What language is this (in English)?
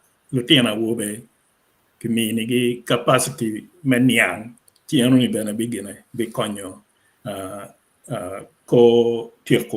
Acoli